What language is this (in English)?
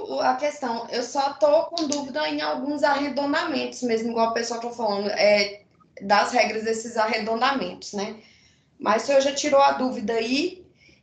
Portuguese